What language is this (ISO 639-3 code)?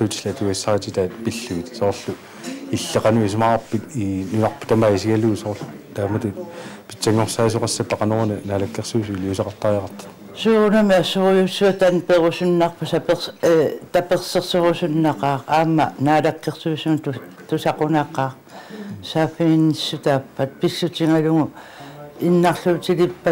kal